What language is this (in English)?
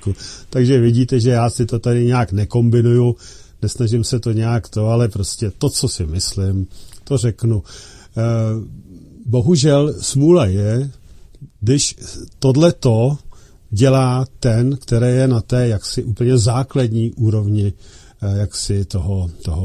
Czech